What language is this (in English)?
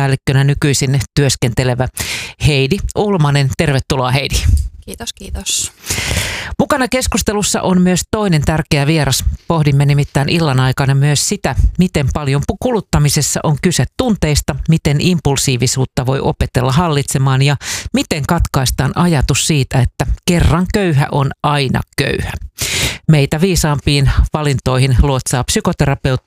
Finnish